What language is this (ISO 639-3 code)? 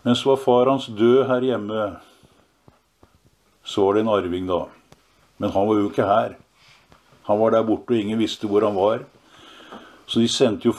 nor